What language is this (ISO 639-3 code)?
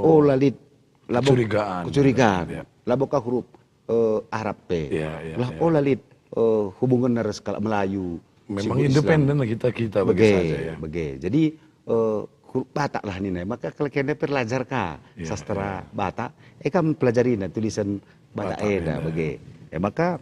btx